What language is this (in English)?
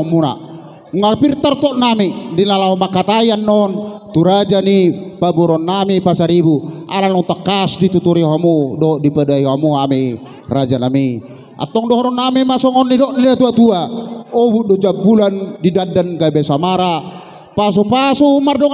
Batak Toba